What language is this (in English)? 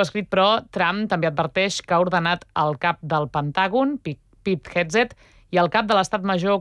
Catalan